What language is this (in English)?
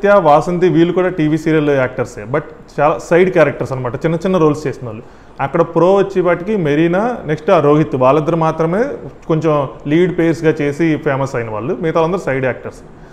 Telugu